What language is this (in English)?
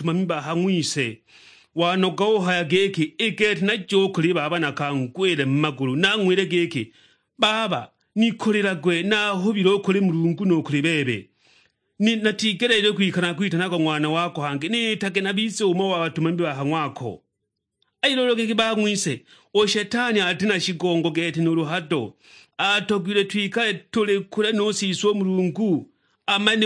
Sukuma